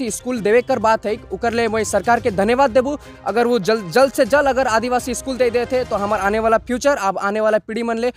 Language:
Sadri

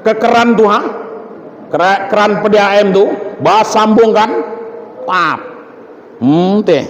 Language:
Minangkabau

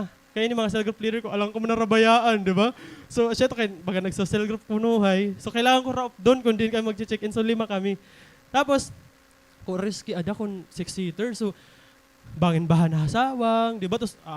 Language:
Waray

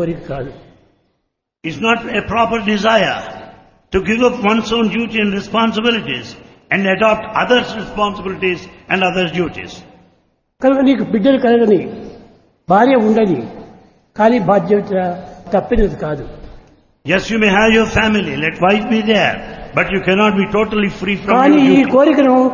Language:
Telugu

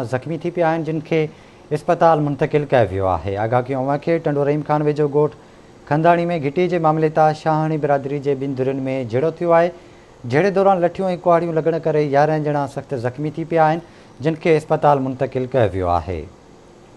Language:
Sindhi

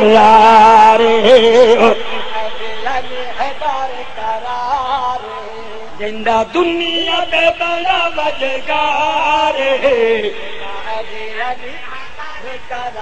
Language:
Saraiki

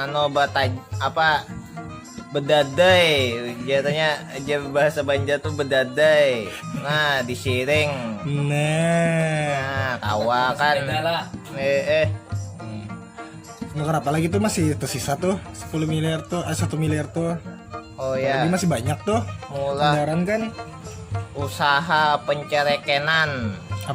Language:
Banjar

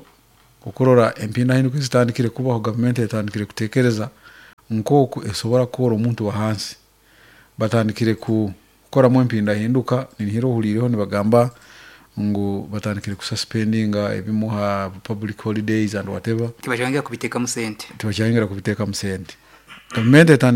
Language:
Nyankole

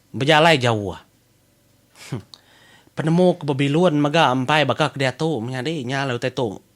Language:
Iban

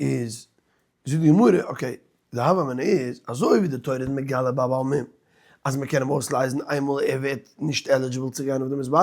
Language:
Yiddish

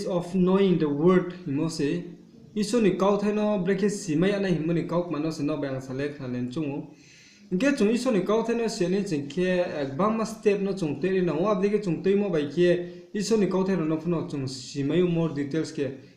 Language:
Riang (India)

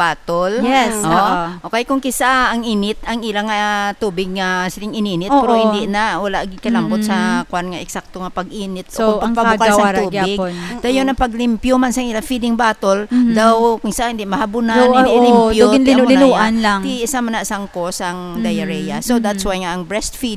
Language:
Hiligaynon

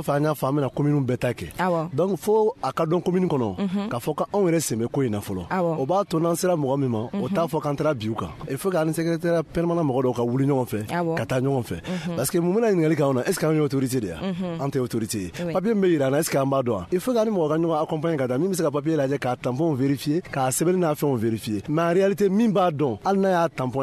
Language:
Bambara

